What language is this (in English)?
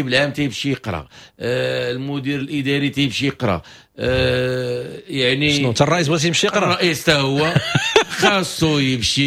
Moroccan Arabic